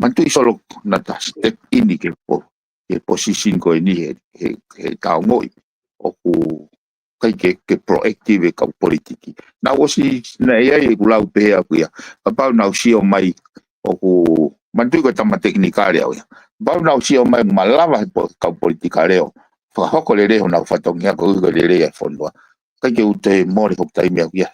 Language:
Tongan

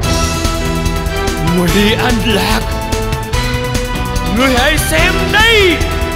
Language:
Vietnamese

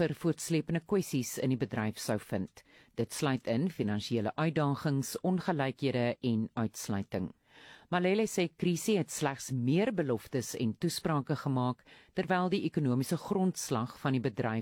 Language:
Afrikaans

